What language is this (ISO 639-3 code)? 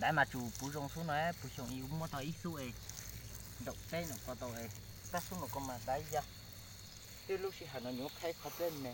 hmn